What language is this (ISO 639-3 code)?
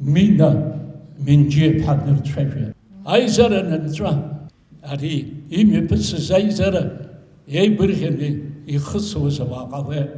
abk